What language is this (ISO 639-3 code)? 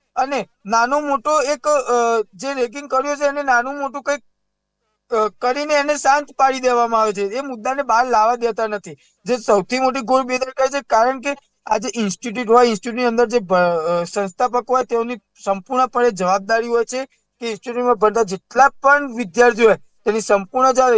guj